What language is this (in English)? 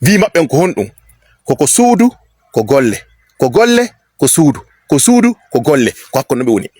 Fula